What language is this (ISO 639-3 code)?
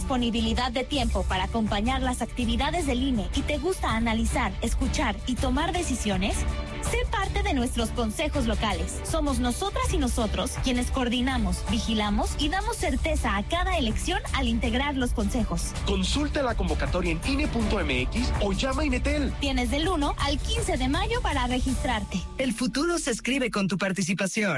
spa